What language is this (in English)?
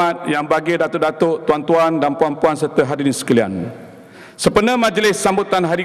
Malay